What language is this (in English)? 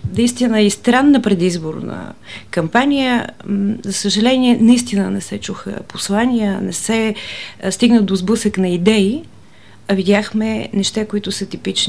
Bulgarian